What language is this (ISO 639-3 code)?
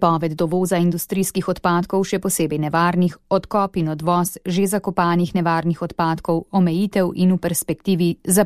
slv